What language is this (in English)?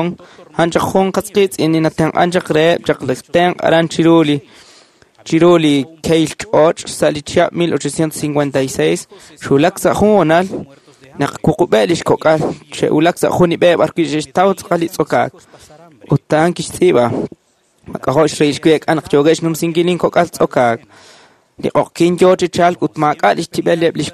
Kekchí